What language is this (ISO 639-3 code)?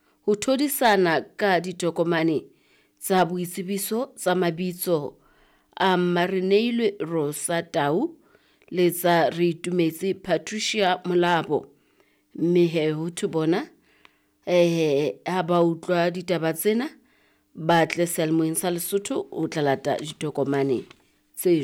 sot